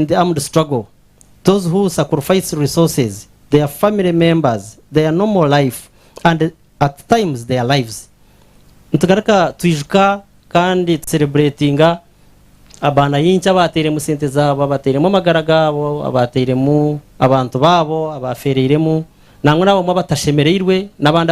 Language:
Nyankole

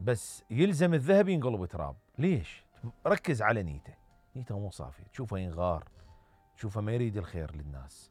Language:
Mesopotamian Arabic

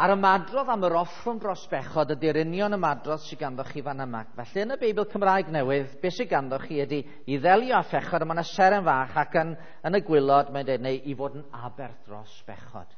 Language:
Welsh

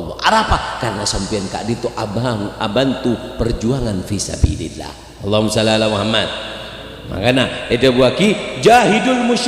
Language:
Madurese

